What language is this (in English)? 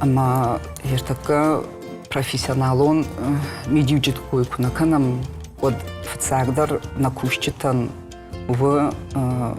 Ossetic